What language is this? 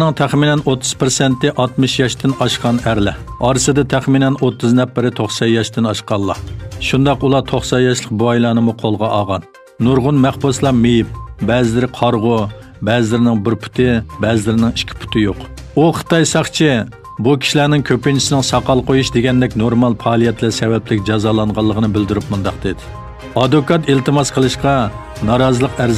Uyghur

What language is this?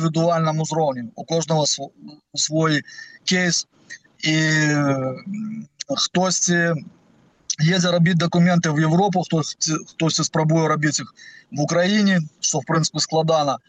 Belarusian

